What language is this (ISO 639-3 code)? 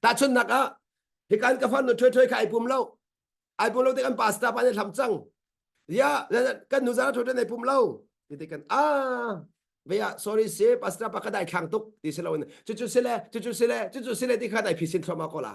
cnh